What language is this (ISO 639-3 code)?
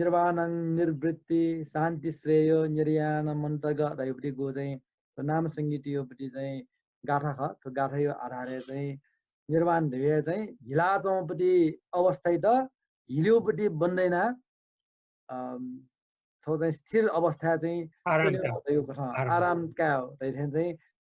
new